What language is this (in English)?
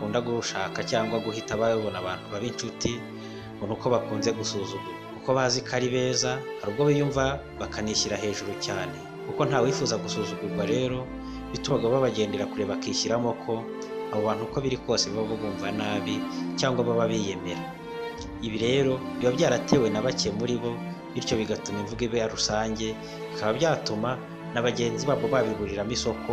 Kinyarwanda